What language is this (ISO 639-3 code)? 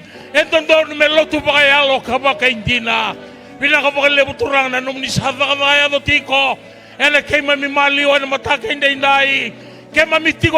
fij